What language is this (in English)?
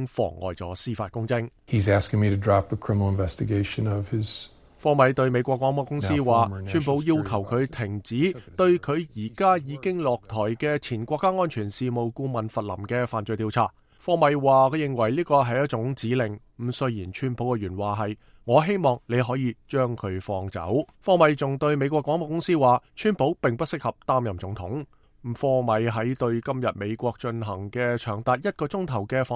Cantonese